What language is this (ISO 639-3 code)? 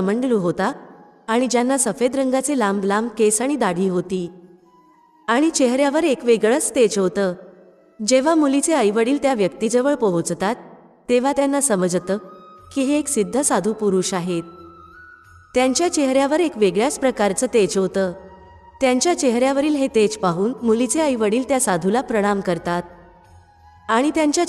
mar